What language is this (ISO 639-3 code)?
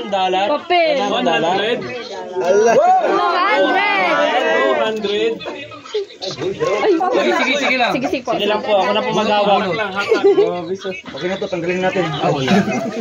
fil